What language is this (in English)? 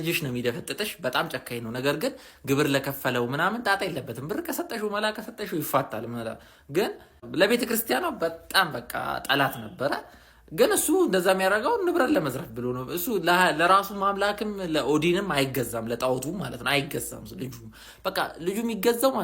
Amharic